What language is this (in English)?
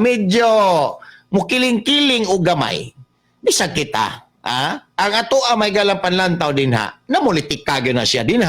Cebuano